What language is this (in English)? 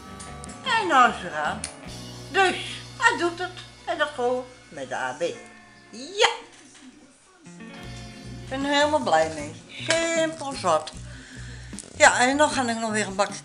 Dutch